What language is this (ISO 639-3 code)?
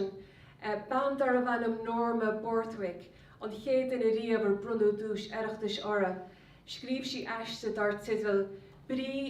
gle